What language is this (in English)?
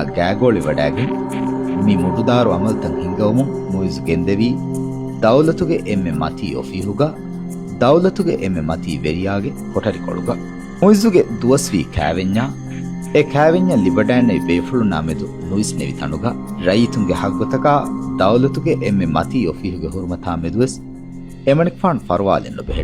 Divehi